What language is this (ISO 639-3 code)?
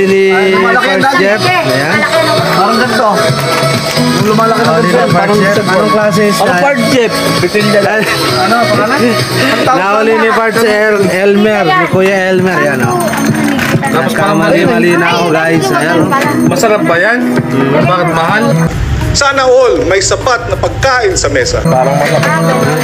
fil